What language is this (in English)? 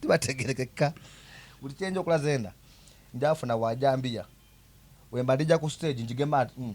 Soga